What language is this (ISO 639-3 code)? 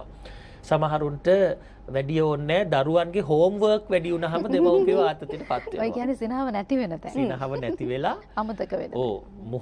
sin